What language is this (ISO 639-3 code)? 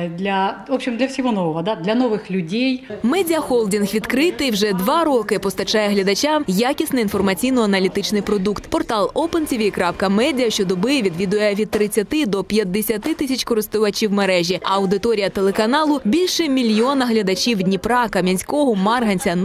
ukr